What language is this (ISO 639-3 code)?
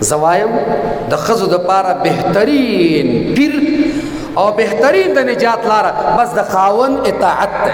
pus